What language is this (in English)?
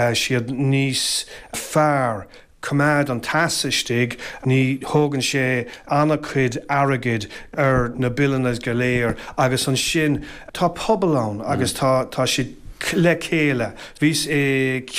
Irish